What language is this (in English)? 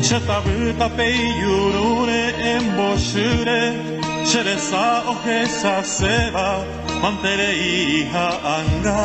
Guarani